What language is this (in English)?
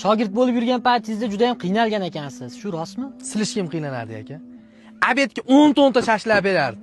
Uzbek